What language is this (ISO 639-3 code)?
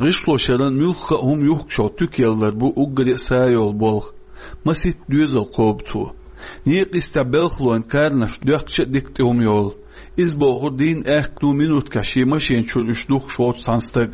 che